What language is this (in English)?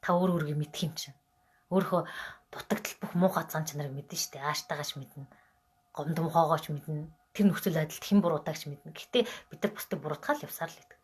Mongolian